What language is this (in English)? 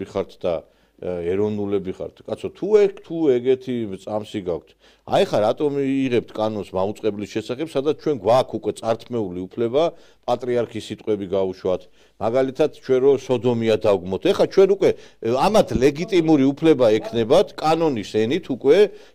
Georgian